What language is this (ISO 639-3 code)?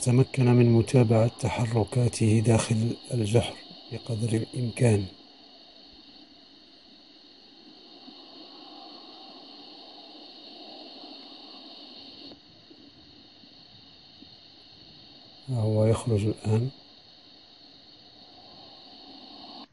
ara